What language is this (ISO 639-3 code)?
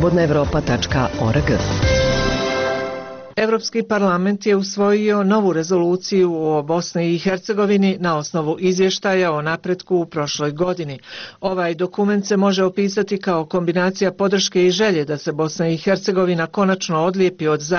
bos